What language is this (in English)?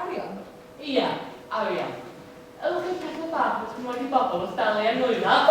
Welsh